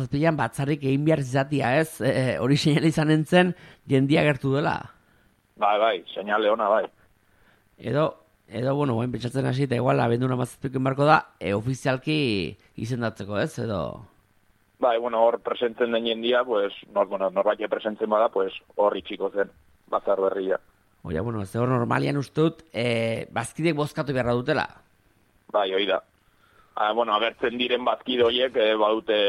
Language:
Basque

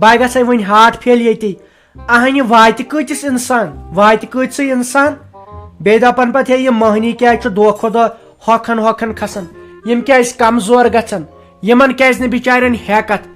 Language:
Kashmiri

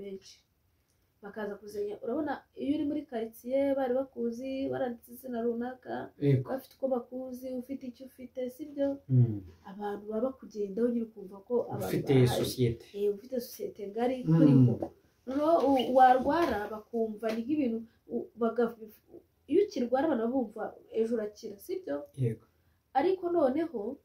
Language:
Kinyarwanda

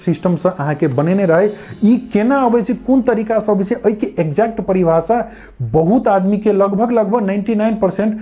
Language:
Maithili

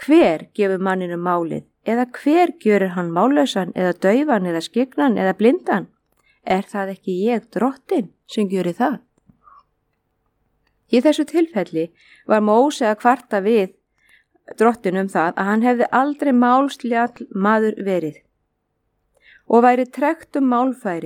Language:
Icelandic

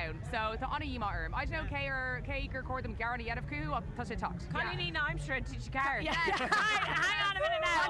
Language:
Irish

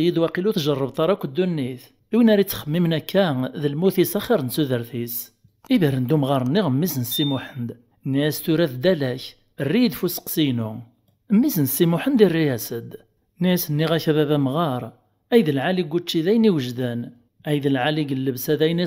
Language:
Kabyle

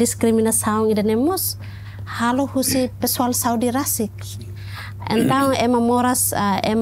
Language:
Tetum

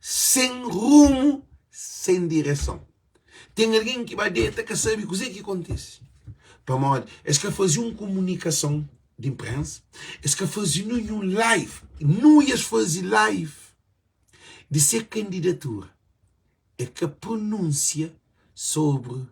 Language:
Kabuverdianu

